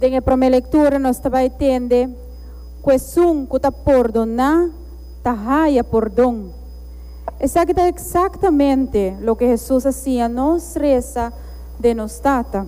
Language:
Papiamento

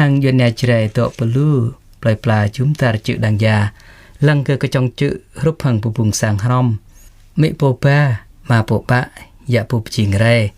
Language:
Jarai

